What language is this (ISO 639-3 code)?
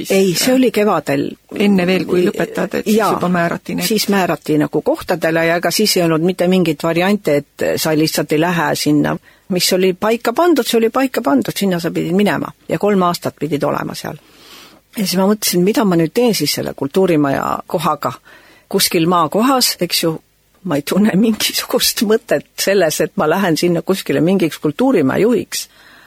est